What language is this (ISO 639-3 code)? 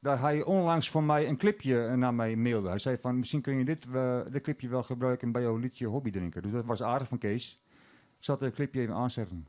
fry